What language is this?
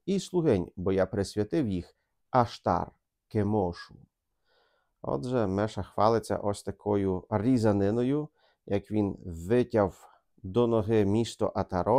Ukrainian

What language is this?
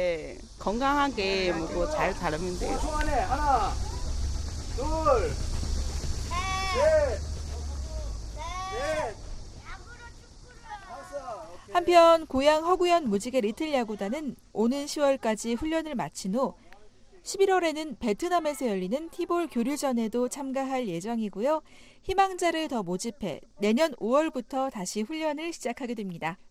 Korean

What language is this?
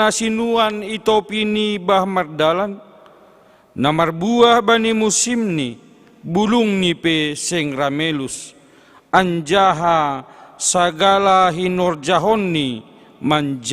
Batak Simalungun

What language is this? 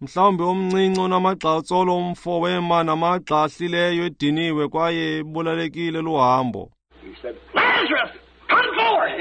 Xhosa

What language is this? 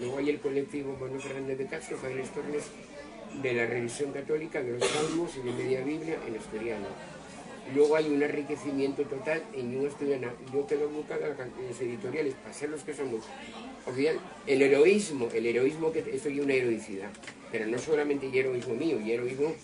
Asturian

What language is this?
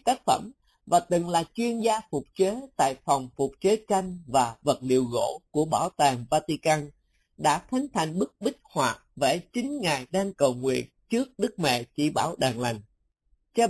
Vietnamese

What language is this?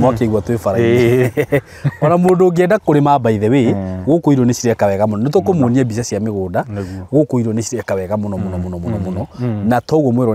Kikuyu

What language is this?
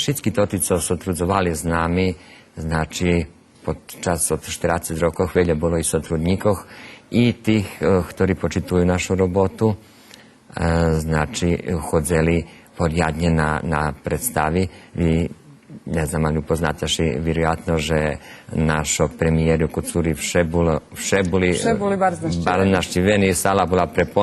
Rusyn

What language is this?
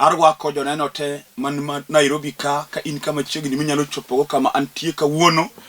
Luo (Kenya and Tanzania)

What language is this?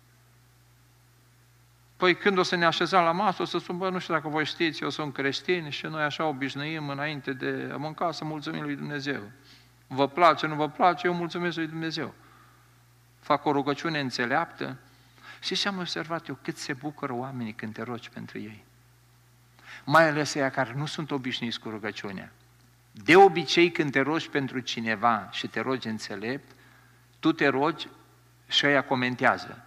Romanian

